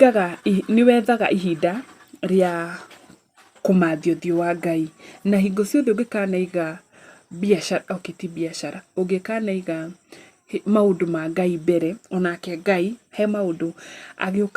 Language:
Kikuyu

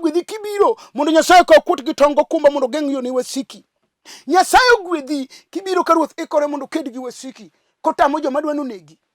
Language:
Luo (Kenya and Tanzania)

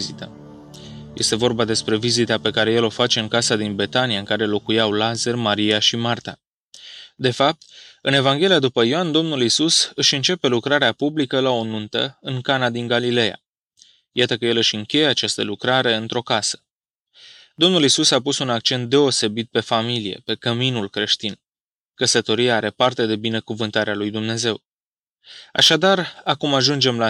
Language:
Romanian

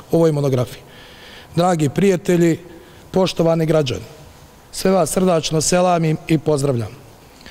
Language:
Bosnian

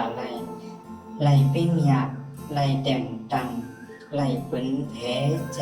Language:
Shan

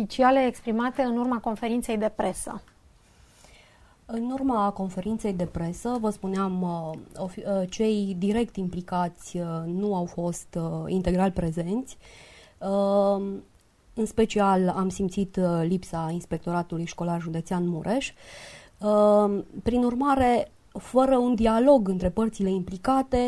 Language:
Romanian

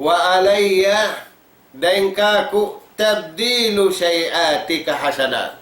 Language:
Tausug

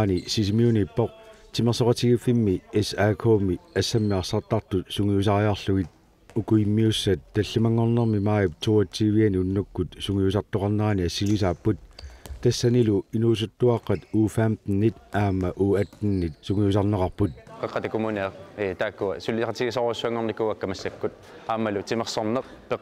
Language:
Kalaallisut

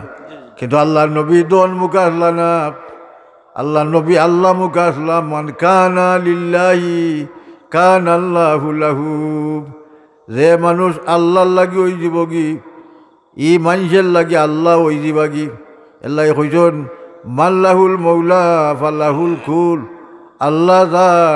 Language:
Sylheti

